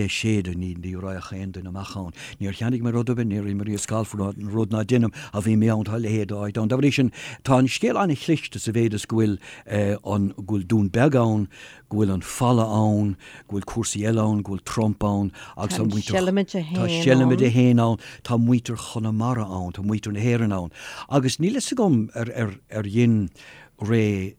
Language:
Irish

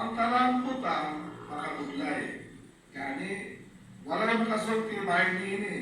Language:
Cebuano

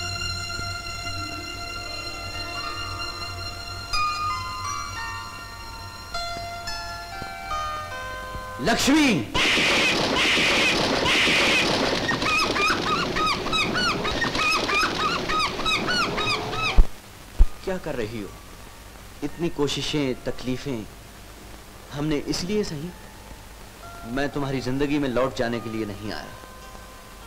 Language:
Hindi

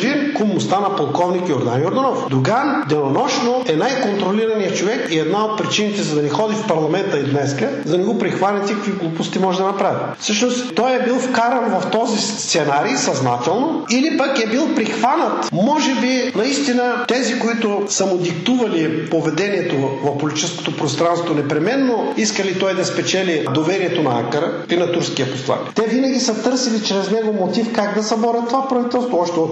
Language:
Bulgarian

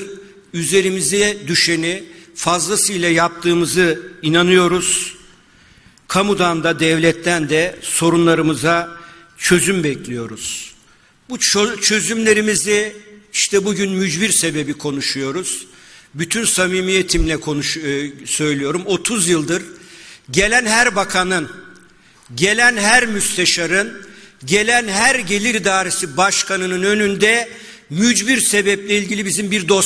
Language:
Turkish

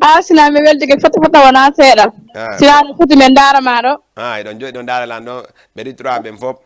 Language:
Fula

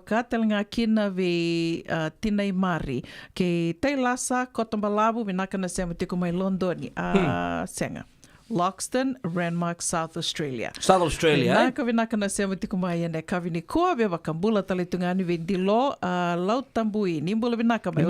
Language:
Fijian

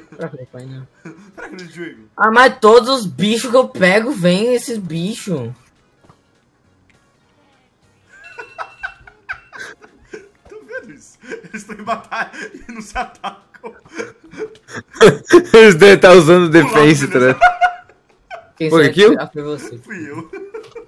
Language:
Portuguese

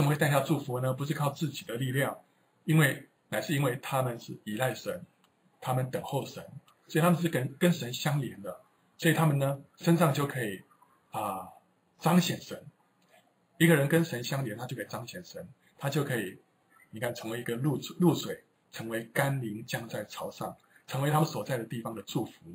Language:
Chinese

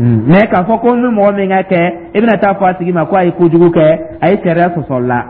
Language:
Dyula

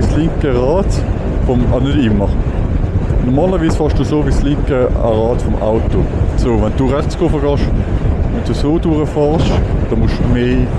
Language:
Swiss German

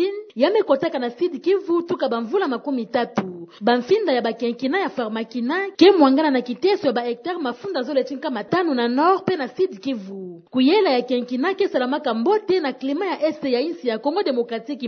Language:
Kituba (Democratic Republic of Congo)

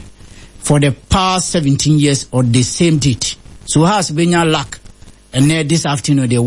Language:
Akan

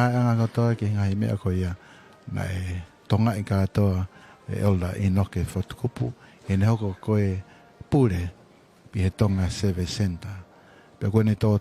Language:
Tongan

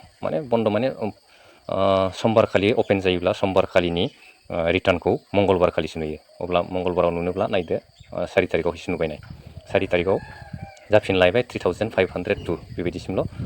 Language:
Bodo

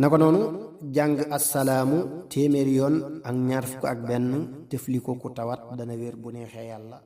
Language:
Wolof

